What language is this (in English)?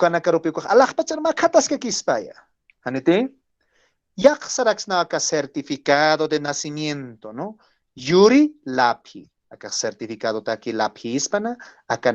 Aymara